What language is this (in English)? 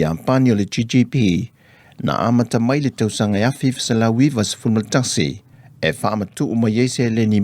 Samoan